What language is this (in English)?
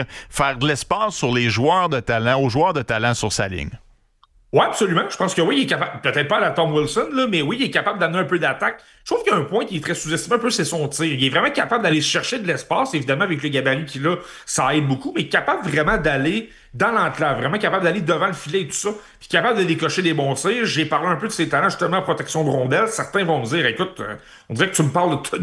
French